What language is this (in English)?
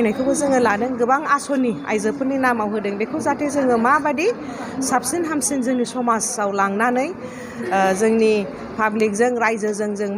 Bodo